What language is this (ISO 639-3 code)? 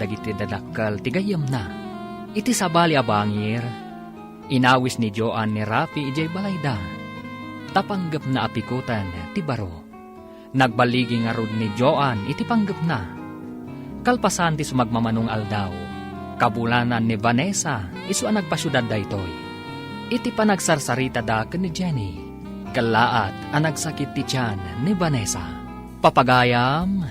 ilo